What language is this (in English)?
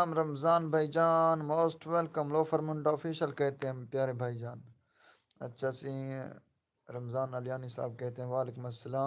Saraiki